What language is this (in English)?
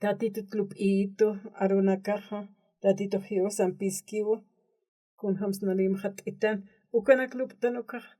Aymara